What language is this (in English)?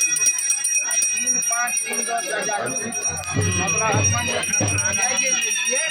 Maithili